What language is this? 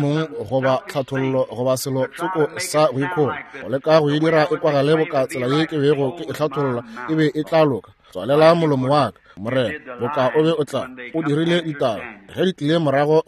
Northern Sotho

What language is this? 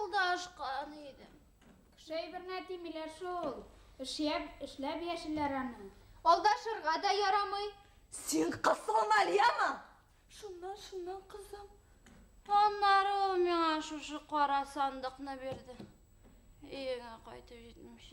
Bashkir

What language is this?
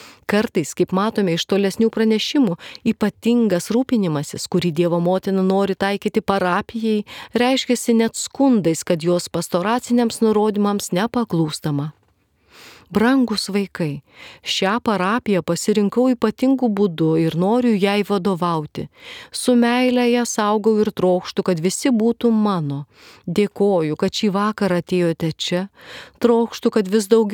Lithuanian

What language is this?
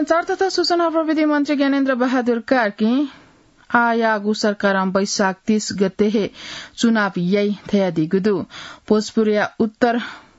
Newari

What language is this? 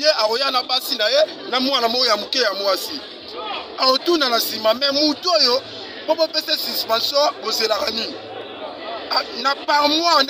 Lingala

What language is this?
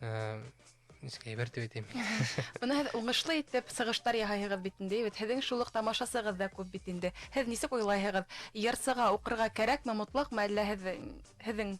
Bashkir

